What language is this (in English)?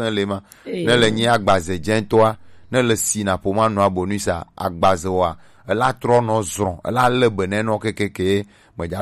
Gen